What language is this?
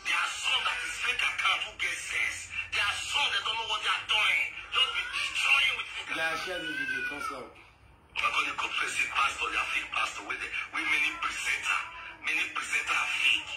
Nigerian Pidgin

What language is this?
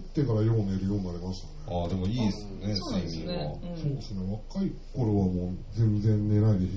Japanese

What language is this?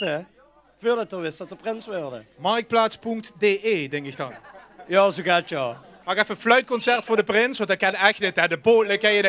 Limburgish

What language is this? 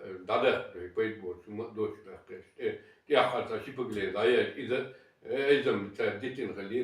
Chechen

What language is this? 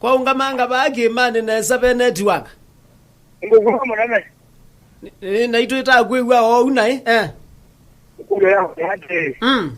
Kamba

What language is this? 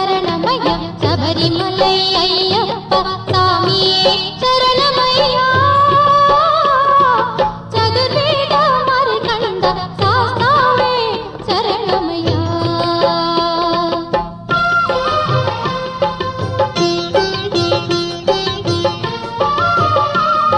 Tamil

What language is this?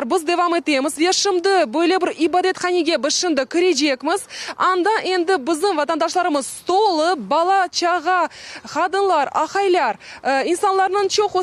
Crimean Tatar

